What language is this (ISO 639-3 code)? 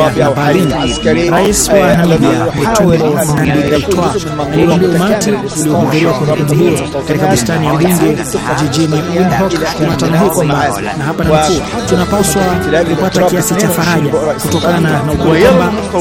swa